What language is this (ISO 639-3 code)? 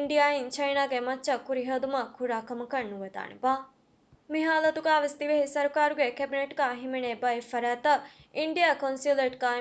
div